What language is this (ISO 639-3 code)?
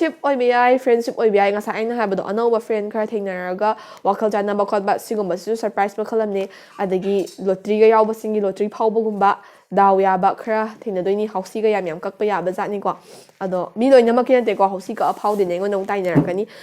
mni